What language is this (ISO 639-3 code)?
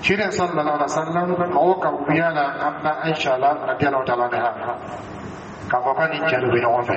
dyu